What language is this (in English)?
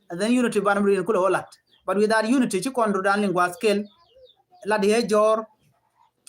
Nuer